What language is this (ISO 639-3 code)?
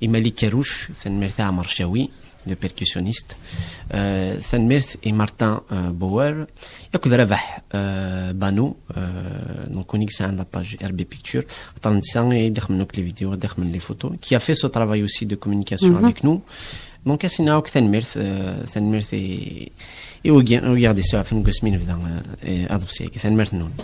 kab